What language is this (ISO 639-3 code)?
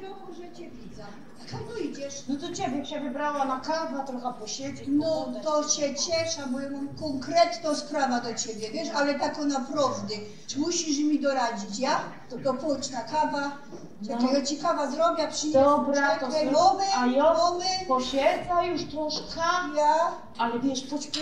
szl